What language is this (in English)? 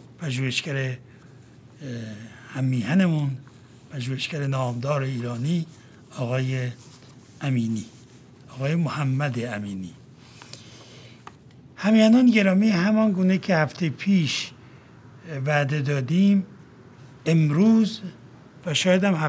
Persian